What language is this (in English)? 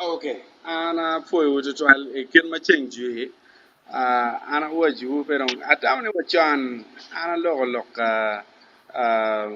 Acoli